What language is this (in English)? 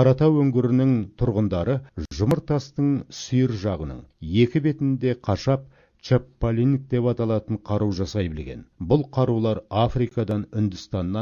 Kazakh